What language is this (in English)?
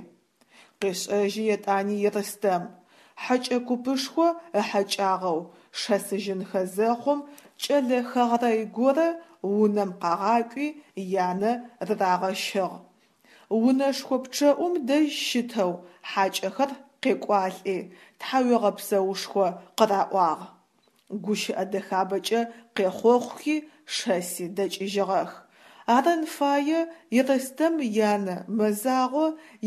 Adyghe